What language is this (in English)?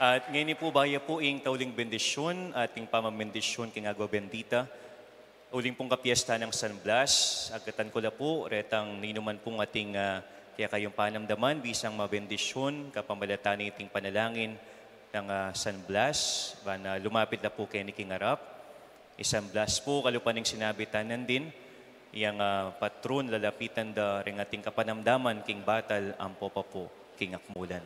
Pampanga